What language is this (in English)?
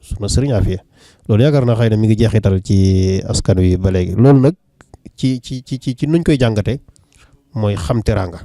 Wolof